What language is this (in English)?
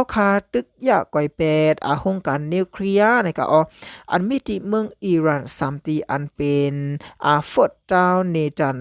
Shan